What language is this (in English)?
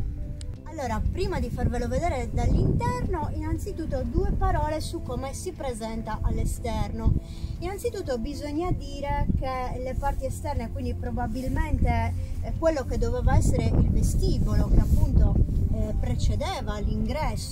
Italian